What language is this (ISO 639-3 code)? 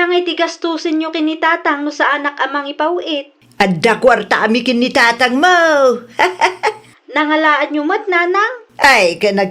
ilo